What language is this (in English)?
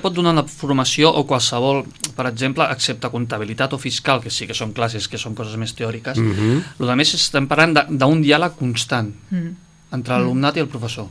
Catalan